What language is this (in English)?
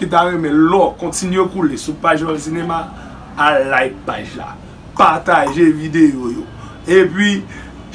Haitian Creole